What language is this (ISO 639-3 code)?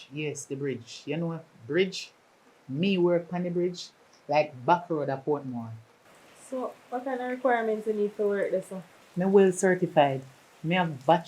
jam